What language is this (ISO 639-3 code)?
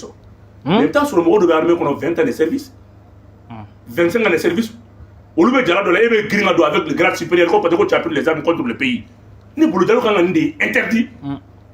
bam